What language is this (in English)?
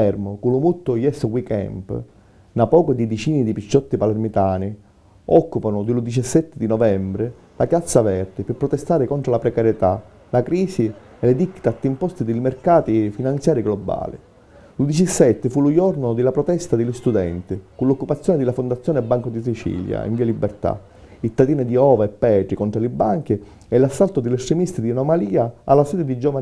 Sicilian